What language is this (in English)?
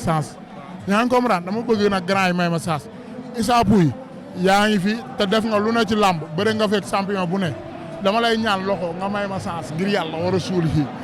Wolof